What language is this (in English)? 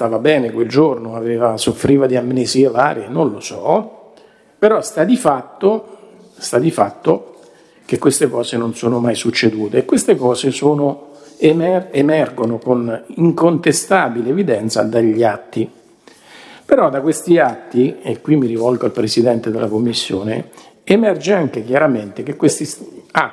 Italian